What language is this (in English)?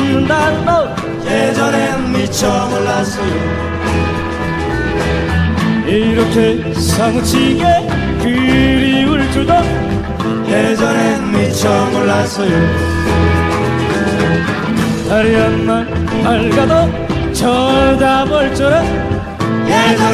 Korean